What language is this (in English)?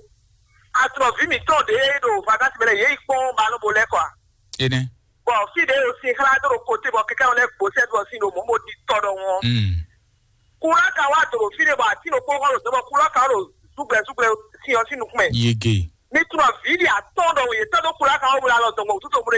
Fon